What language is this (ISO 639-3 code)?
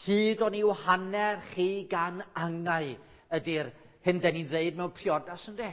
cym